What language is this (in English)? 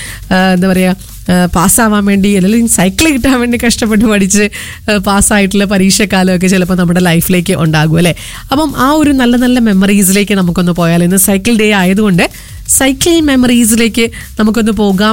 Malayalam